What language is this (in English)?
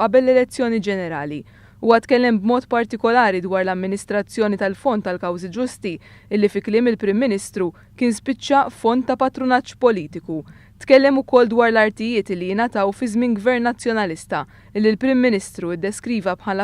Maltese